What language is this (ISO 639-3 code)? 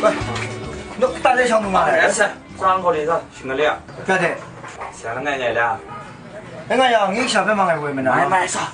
kac